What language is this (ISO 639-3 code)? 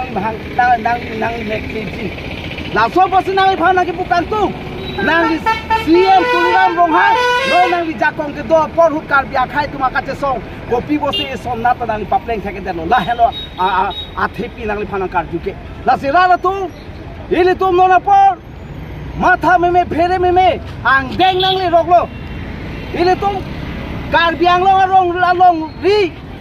mjw